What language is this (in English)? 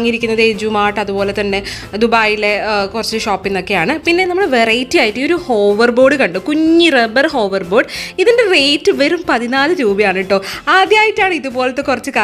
Malayalam